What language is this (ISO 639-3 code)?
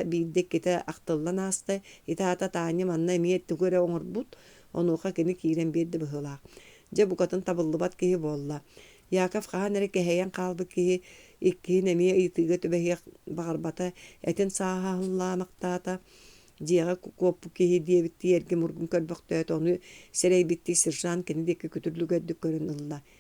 sah